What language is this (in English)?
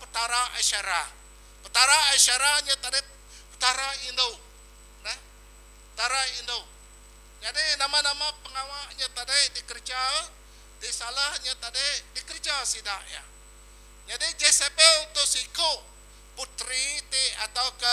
Iban